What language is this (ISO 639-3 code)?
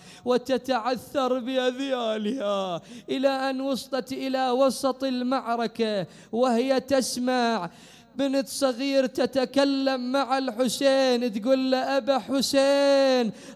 acm